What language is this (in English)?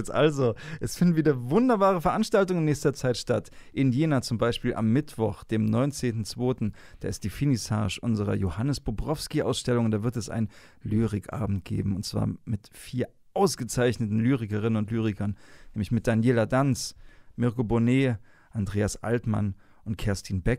German